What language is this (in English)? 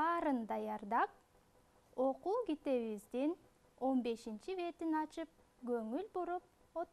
Kyrgyz